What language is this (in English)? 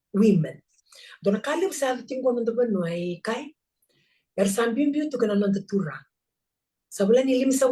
Fijian